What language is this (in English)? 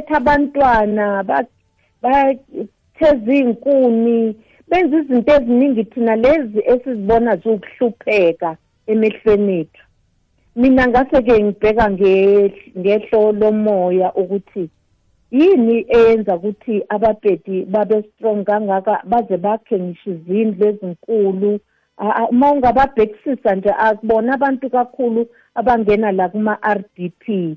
South Ndebele